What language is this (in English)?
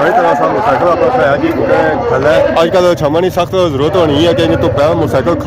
Pahari-Potwari